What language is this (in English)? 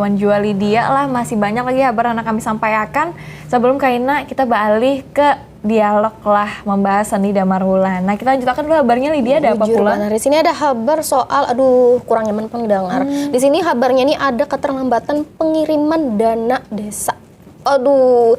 Banjar